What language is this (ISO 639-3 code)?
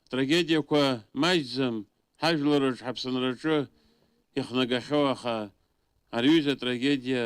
abk